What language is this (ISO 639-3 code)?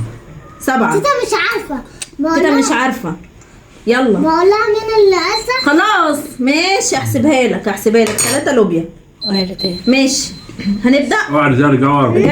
arz